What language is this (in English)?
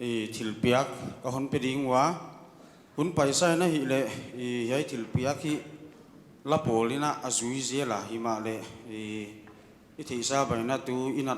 Paite Chin